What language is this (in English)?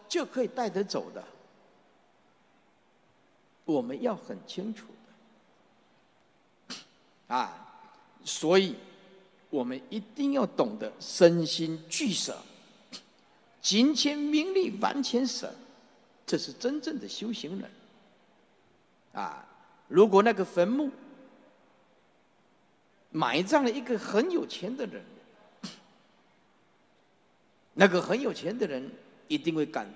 Chinese